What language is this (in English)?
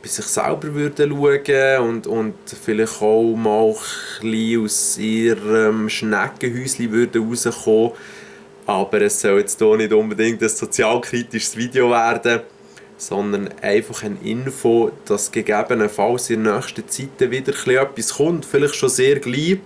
Swiss German